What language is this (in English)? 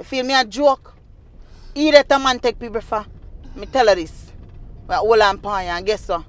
Jamaican Creole English